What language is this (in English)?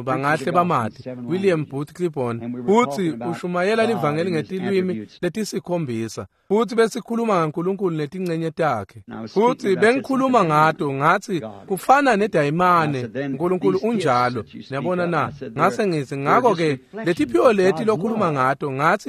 Swati